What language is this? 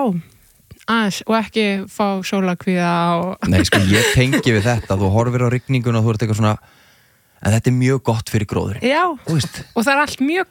Icelandic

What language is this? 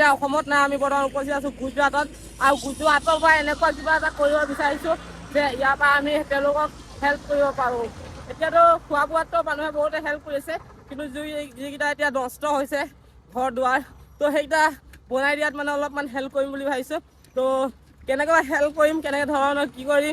Assamese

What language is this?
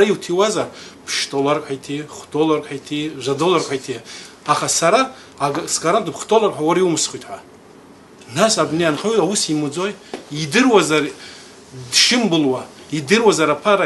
Abkhazian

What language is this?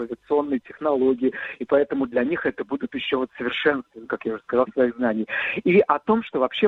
Russian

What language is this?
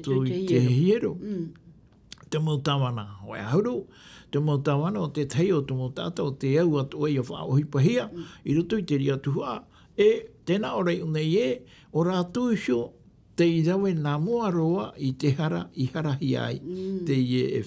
Tahitian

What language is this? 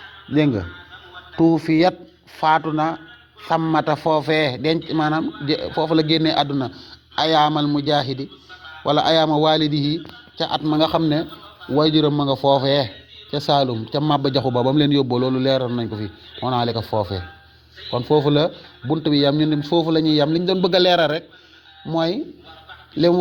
Wolof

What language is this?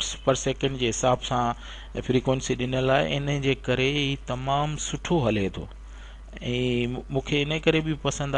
Sindhi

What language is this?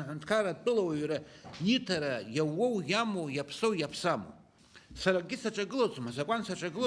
Abkhazian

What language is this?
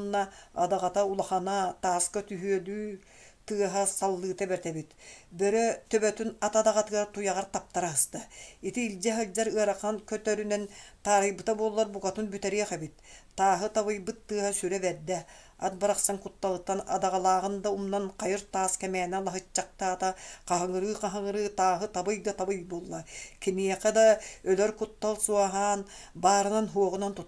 Yakut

